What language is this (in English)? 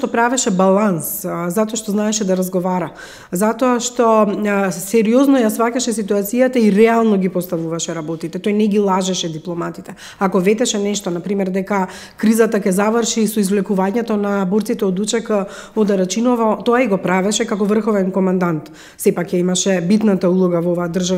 Macedonian